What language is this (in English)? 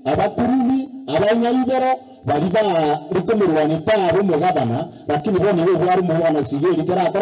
Gusii